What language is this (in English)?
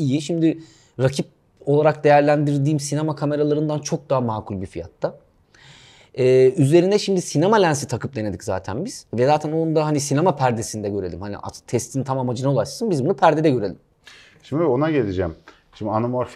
Turkish